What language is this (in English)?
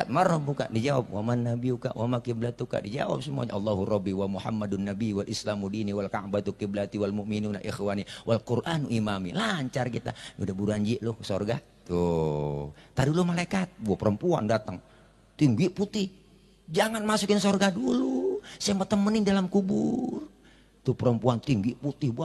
Betawi